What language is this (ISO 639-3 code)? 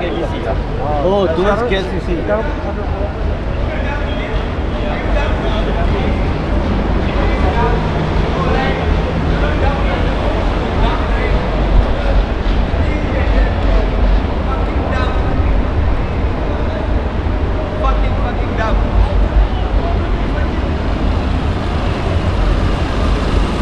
msa